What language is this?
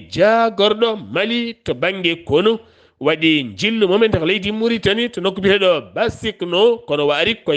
Fula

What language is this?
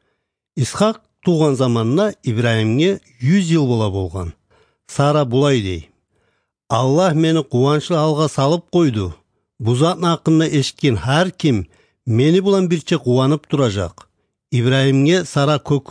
Kumyk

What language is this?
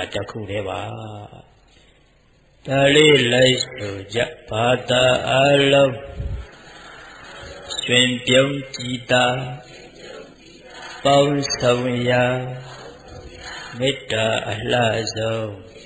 Burmese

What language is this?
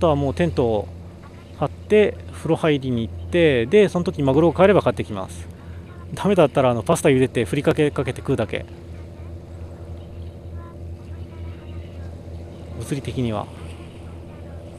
Japanese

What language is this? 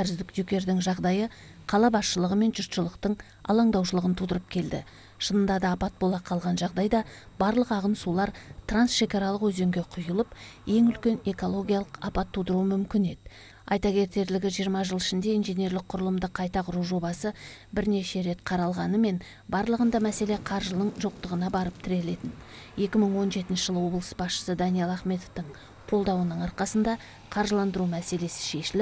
Kazakh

